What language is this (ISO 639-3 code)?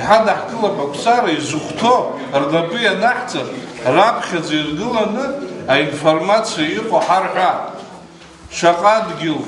abk